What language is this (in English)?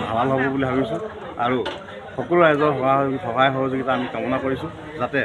Assamese